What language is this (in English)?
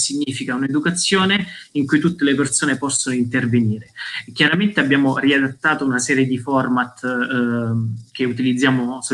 Italian